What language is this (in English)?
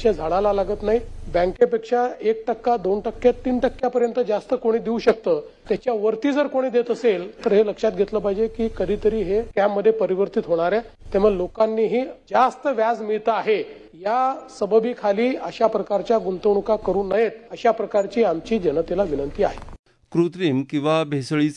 Marathi